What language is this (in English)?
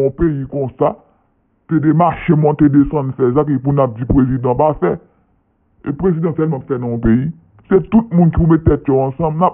Haitian Creole